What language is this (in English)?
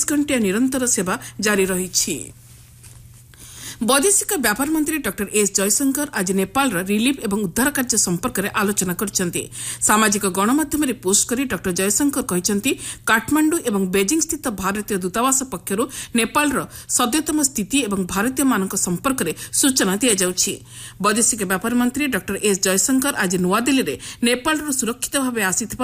Odia